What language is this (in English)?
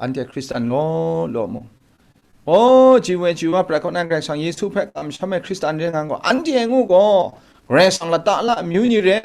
Kachin